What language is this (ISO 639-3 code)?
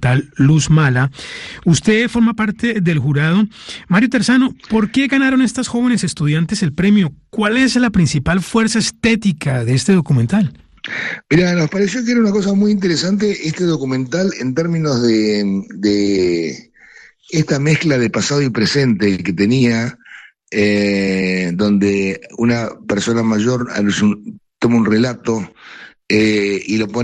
spa